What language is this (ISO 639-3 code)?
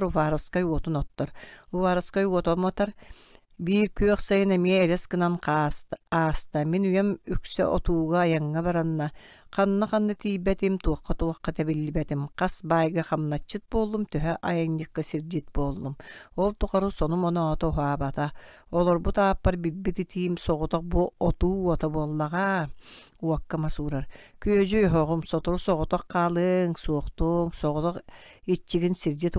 sah